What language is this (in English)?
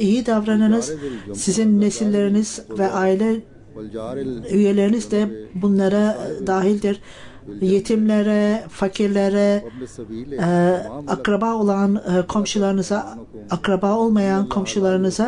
Turkish